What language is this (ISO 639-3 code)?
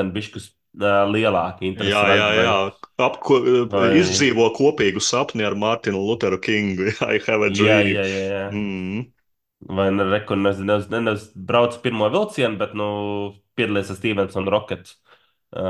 lav